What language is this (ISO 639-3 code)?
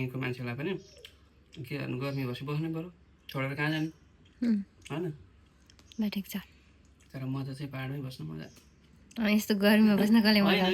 nep